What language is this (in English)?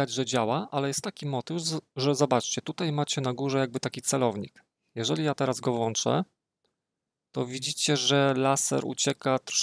Polish